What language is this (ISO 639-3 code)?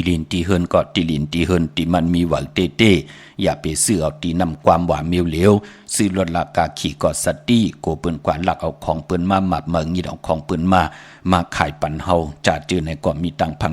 shn